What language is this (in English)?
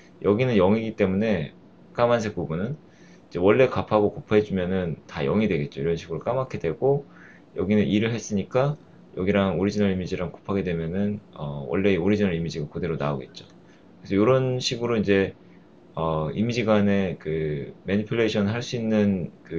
Korean